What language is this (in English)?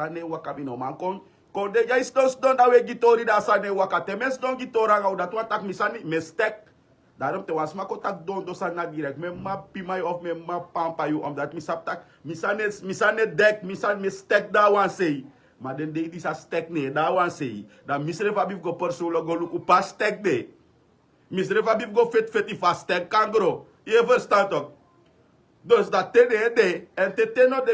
Sranan Tongo